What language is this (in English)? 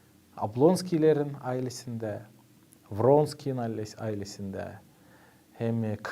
Gagauz